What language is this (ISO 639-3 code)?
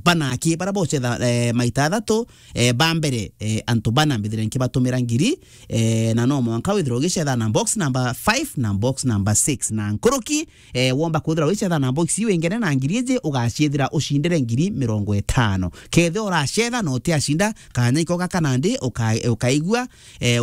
mer